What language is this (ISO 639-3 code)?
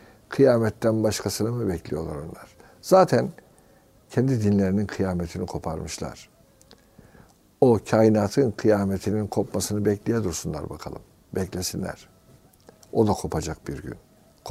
tur